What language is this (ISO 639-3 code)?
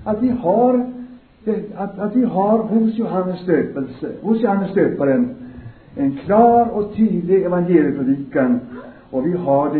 swe